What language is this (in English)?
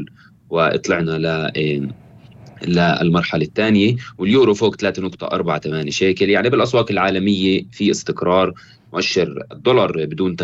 North Levantine Arabic